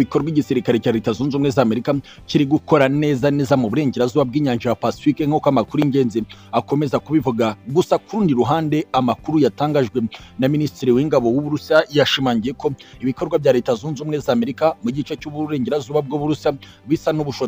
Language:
Kinyarwanda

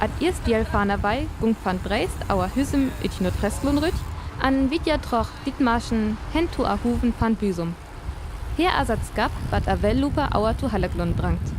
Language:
Northern Frisian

